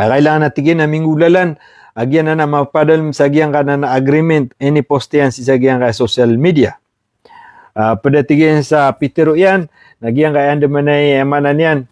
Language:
Maranao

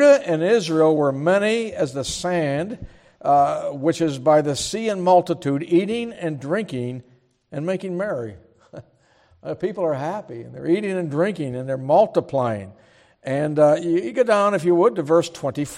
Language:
English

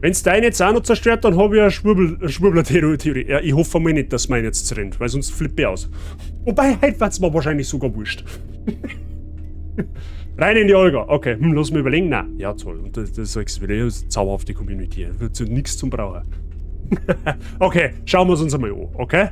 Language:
Bavarian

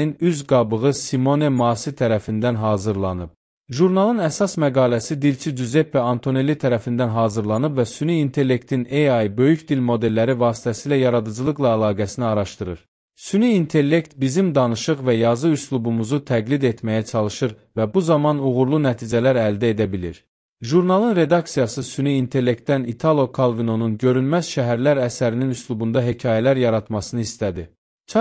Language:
Azerbaijani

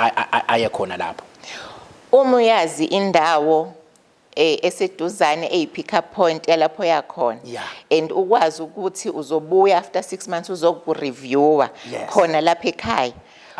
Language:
Zulu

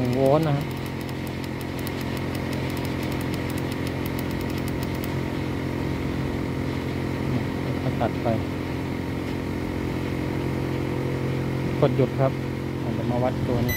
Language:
Thai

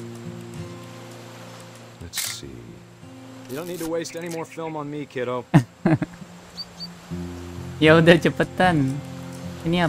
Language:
Indonesian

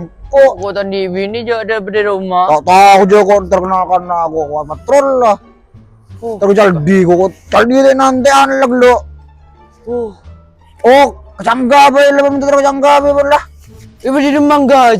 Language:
Madurese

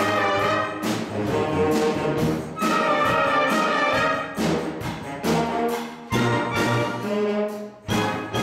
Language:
Estonian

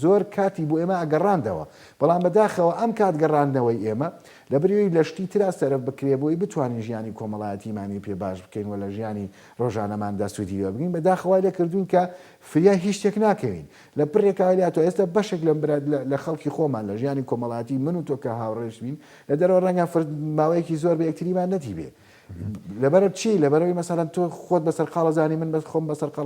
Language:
Central Kurdish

